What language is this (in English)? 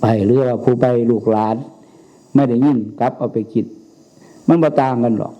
Northeastern Thai